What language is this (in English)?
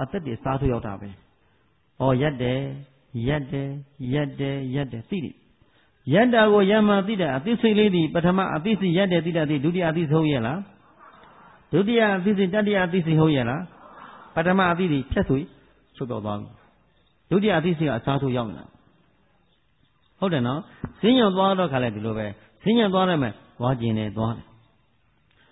Burmese